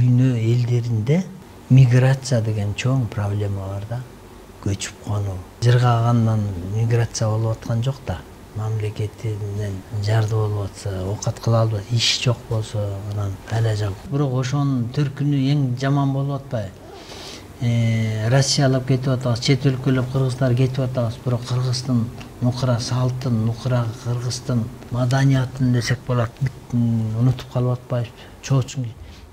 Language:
Kyrgyz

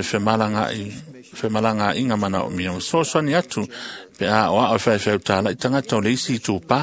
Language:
Samoan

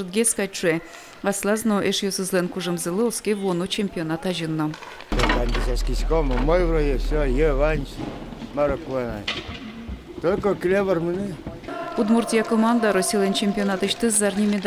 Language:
Udmurt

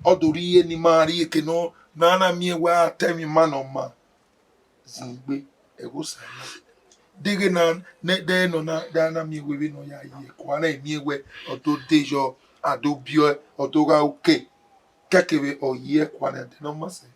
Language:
Bini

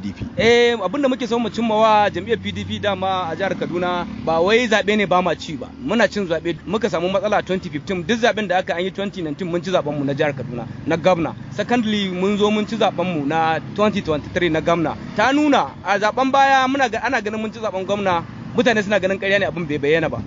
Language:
Hausa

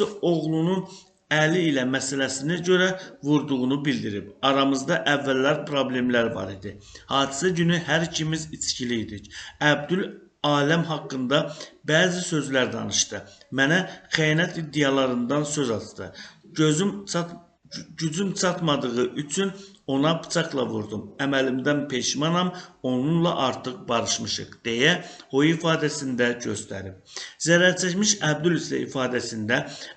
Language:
Azerbaijani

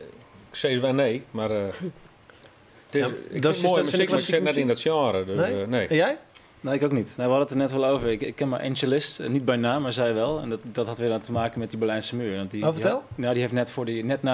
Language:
Western Frisian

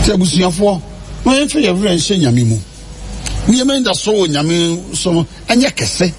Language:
Akan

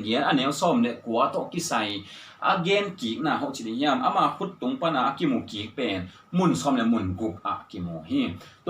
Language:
Tedim Chin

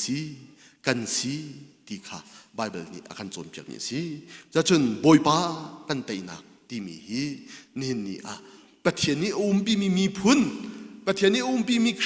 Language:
Hakha Chin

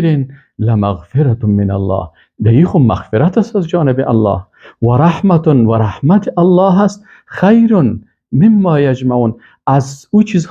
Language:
Persian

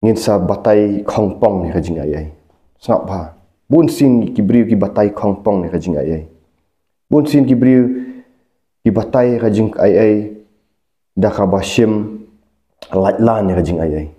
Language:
Khasi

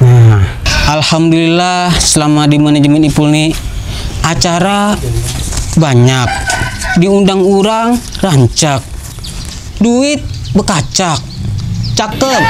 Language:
Banjar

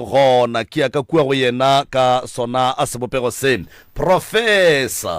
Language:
Northern Sotho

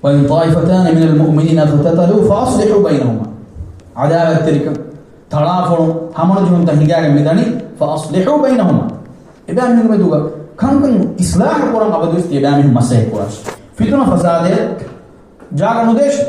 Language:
Divehi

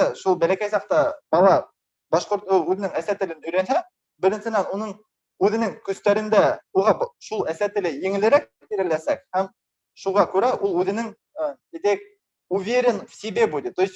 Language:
Bashkir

